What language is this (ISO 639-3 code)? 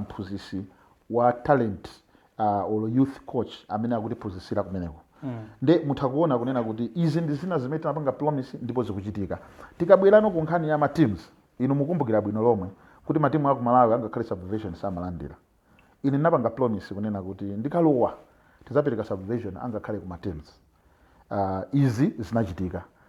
nya